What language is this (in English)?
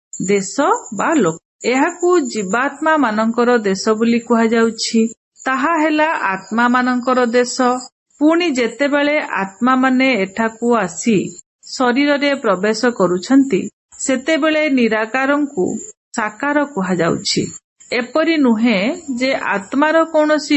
Odia